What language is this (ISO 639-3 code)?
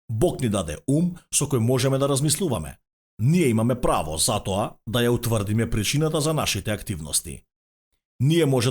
mkd